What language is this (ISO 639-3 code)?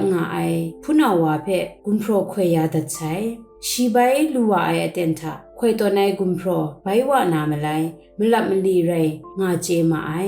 kac